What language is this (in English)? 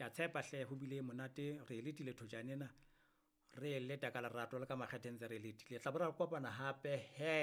Southern Sotho